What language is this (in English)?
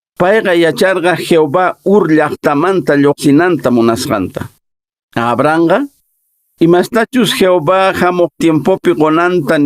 Quechua